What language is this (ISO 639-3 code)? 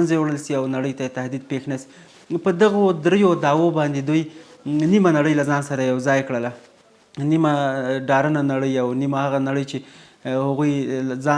pus